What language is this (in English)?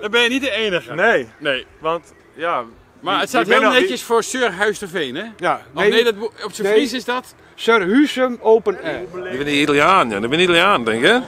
Western Frisian